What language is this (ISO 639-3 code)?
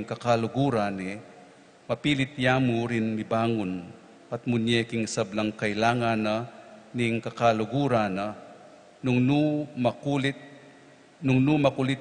pam